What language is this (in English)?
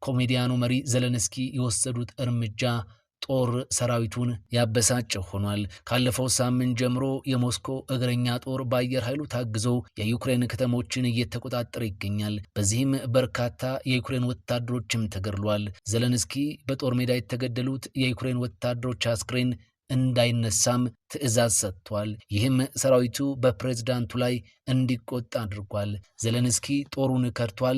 Amharic